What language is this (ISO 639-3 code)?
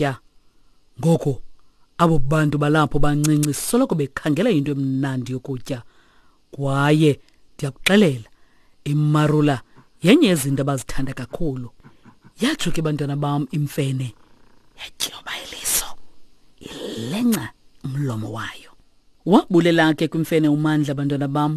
xho